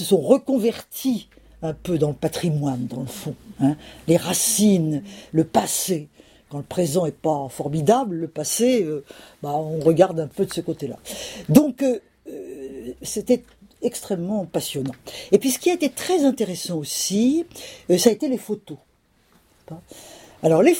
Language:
French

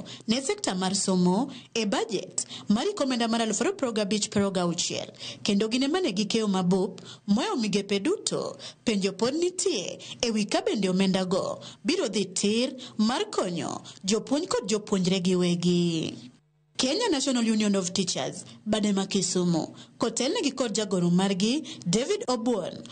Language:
Luo (Kenya and Tanzania)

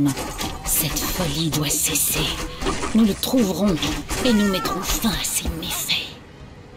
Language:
French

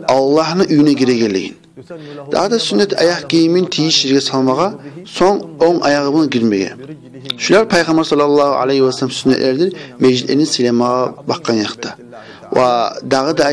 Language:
Kumyk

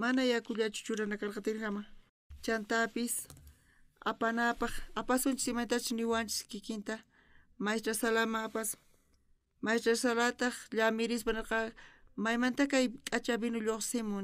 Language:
South Bolivian Quechua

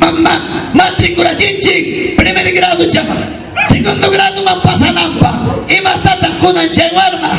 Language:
Ayacucho Quechua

